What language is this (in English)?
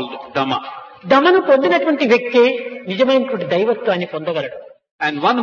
Telugu